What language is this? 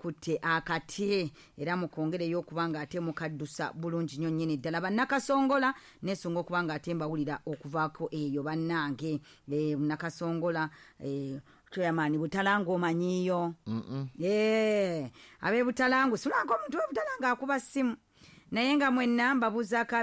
Ganda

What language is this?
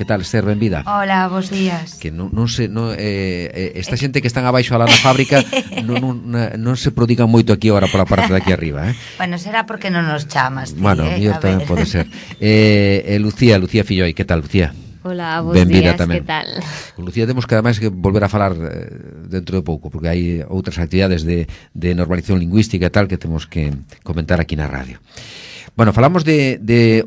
Galician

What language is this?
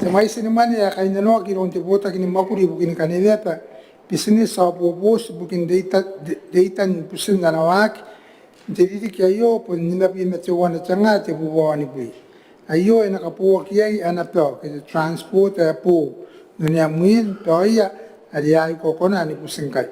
Gilbertese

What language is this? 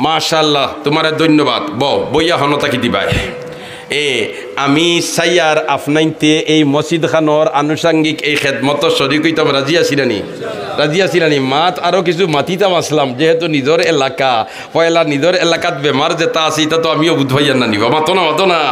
Sylheti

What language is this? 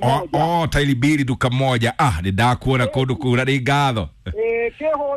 Kikuyu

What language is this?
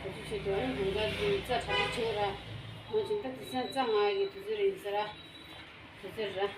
Tibetan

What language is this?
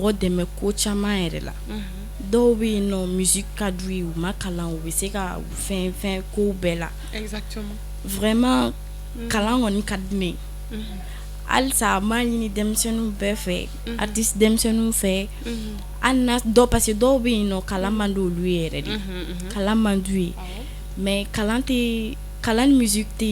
Bambara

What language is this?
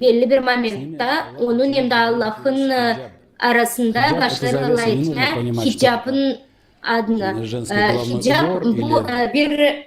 Gagauz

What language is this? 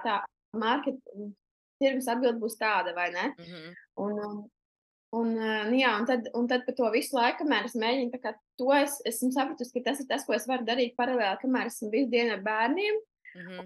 Latvian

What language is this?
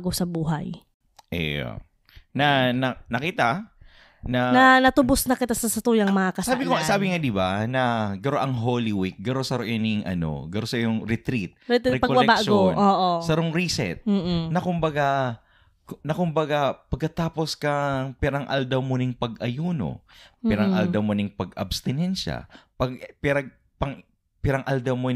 Bikol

